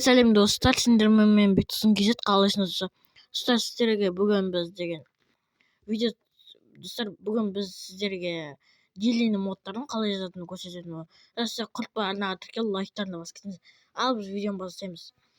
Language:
Kazakh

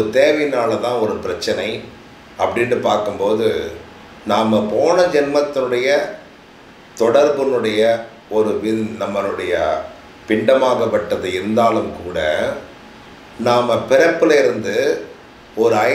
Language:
Tamil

